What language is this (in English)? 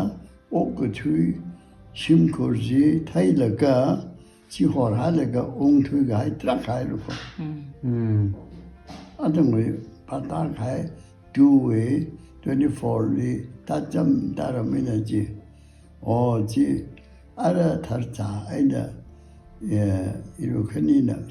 Tangkhul Naga (India)